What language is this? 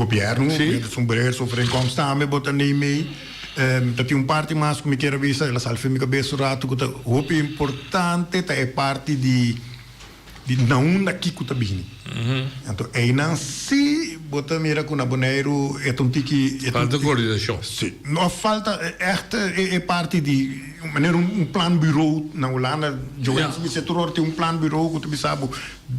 Papiamento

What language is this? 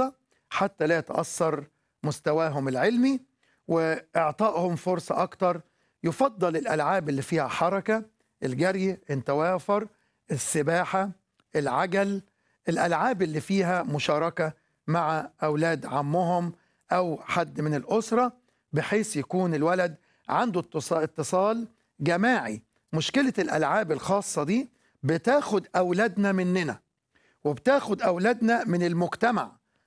Egyptian Arabic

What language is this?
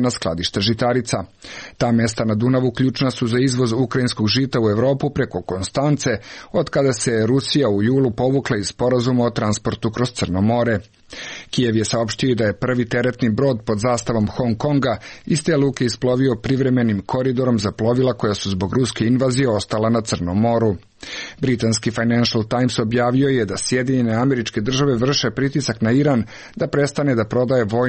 Serbian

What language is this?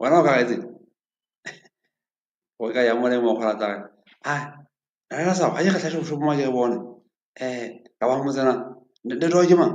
Southern Sotho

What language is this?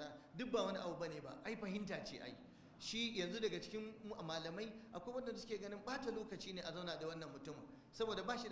Hausa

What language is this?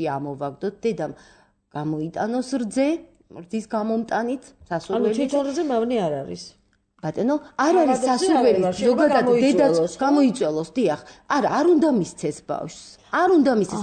Georgian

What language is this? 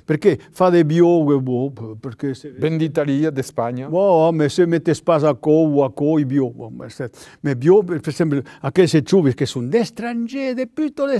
Occitan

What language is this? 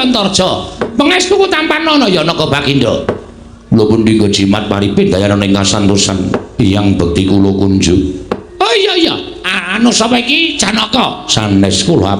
Javanese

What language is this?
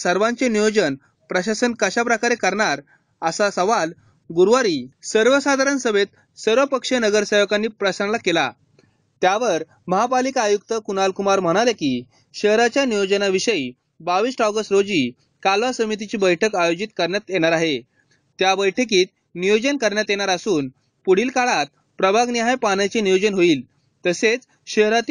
Marathi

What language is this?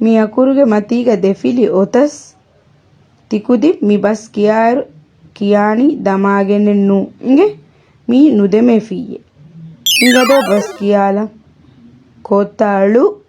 Divehi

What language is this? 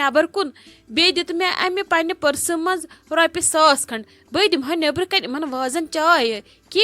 Kashmiri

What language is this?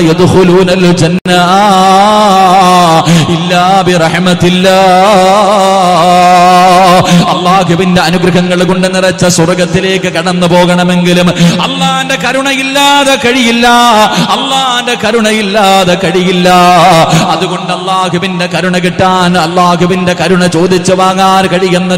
Malayalam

